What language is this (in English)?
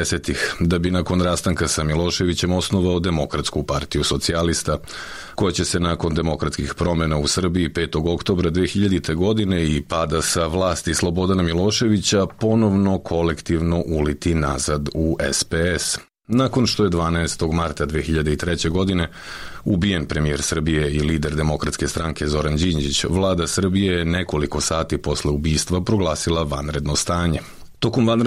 Serbian